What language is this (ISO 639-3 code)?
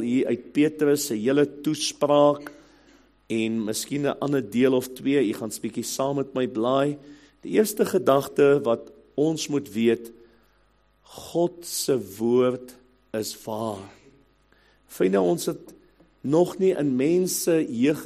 afr